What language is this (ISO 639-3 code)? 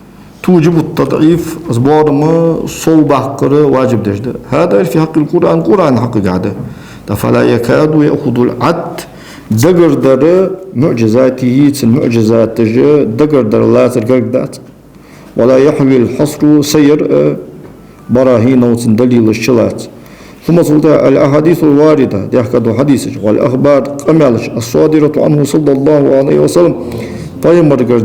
inh